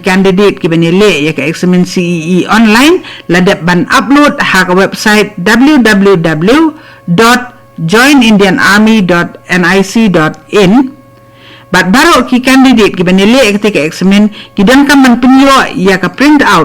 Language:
Khasi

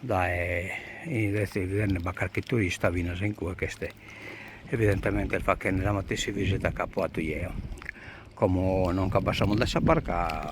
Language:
Sardinian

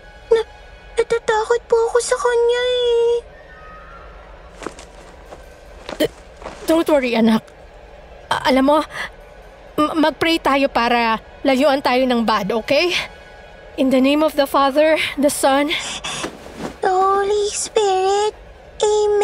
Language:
Filipino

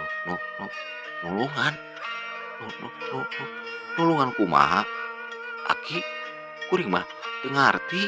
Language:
Sundanese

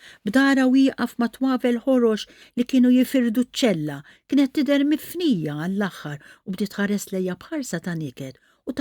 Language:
Maltese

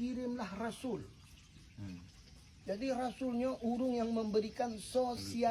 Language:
Achinese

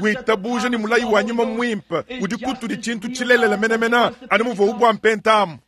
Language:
Luba-Lulua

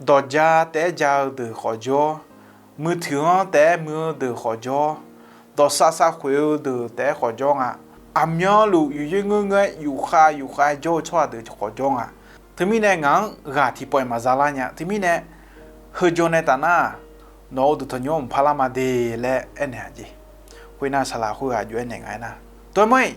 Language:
Akha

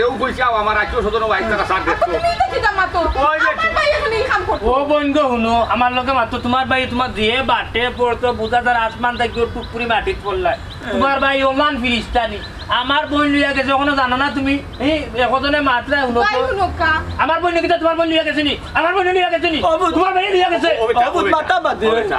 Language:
Sylheti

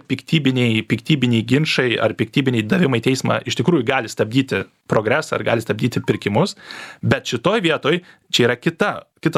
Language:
Lithuanian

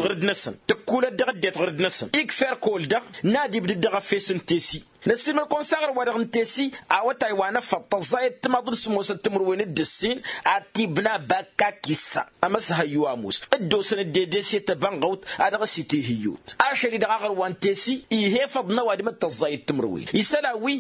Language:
Tamasheq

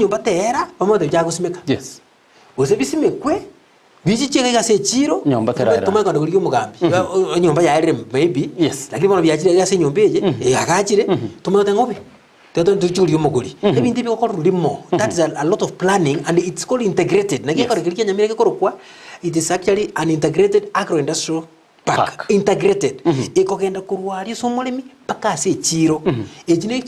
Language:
Gusii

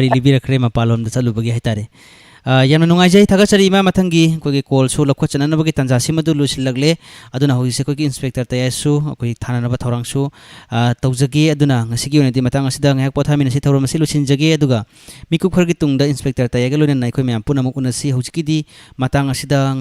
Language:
Manipuri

